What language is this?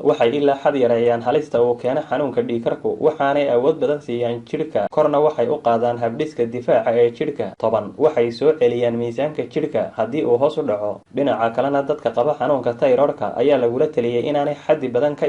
Somali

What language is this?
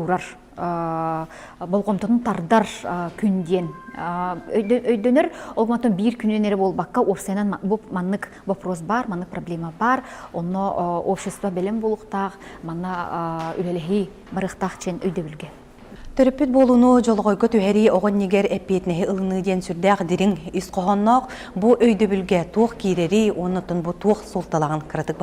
Yakut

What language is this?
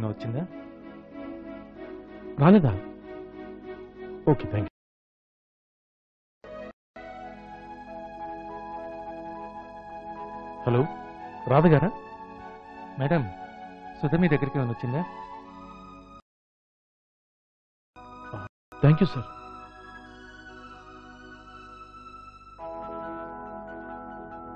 Telugu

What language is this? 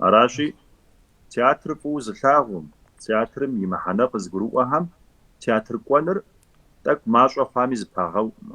Kabardian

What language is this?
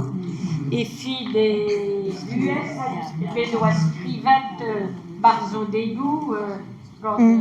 Breton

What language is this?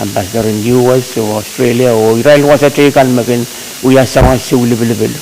Pohnpeian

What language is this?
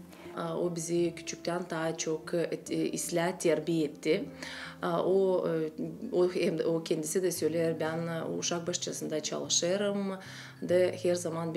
Gagauz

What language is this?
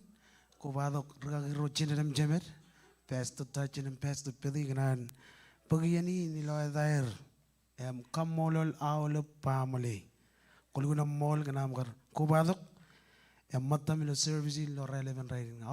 Marshallese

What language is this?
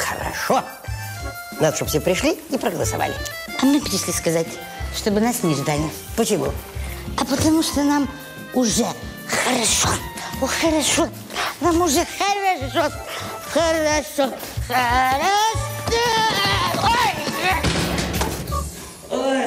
Russian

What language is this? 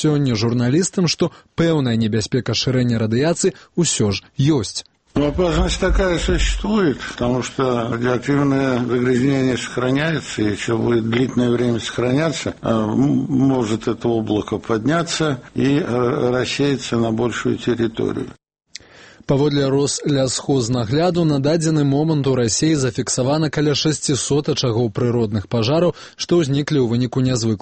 Belarusian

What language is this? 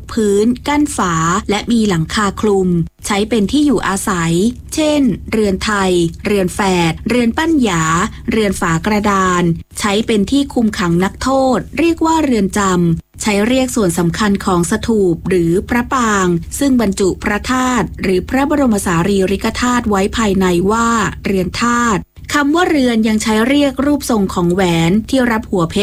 Thai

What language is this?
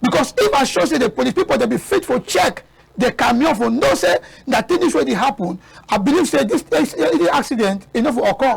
Cameroon Pidgin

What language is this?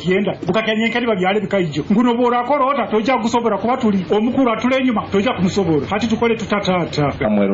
Nyoro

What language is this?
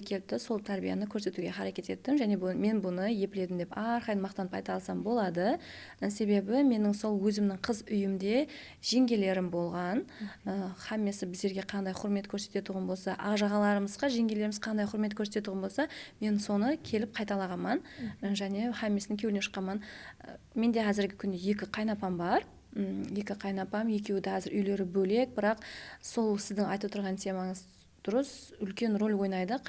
Kara-Kalpak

